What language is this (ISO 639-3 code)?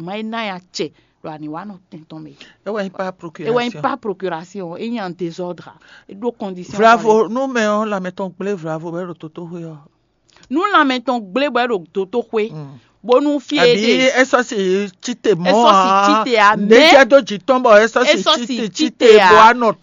fon